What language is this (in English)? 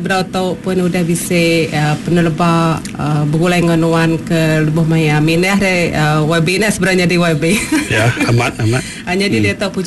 Iban